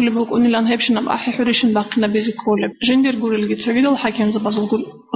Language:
Avaric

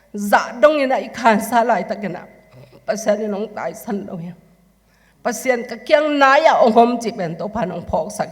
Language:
Tedim Chin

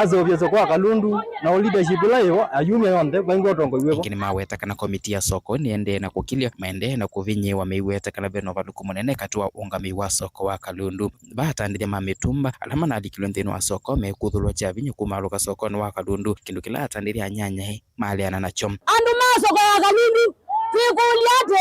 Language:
Kamba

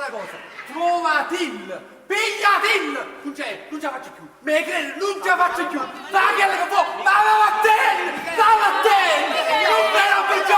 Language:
Neapolitan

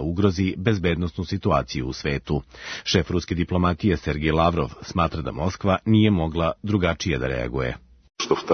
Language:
Serbian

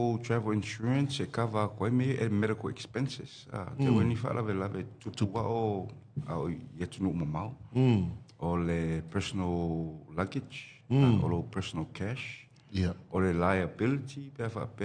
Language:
Samoan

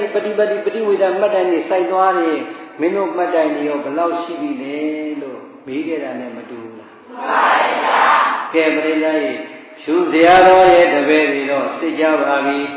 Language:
Burmese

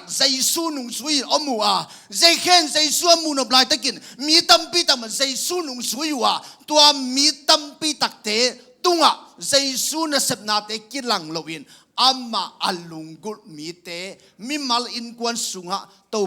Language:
Tedim Chin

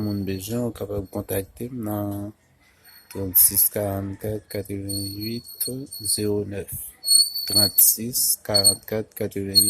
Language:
Haitian Creole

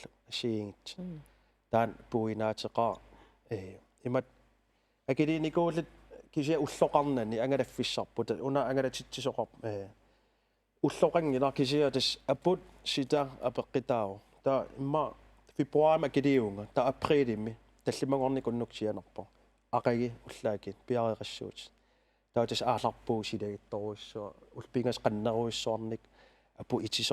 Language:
Kalaallisut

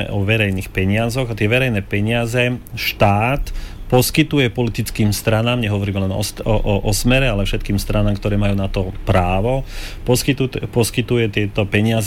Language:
Slovak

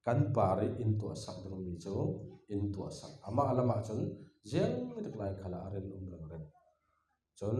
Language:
Falam Chin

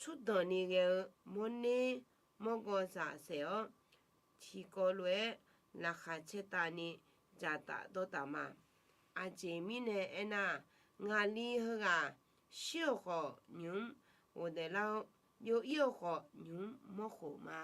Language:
Akha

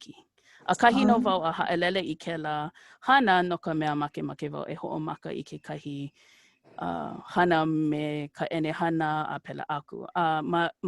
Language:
Hawaiian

